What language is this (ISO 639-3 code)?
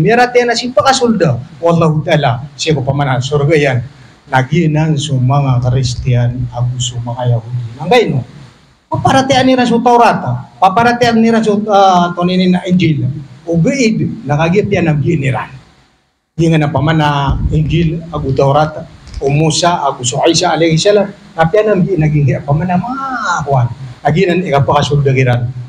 mrw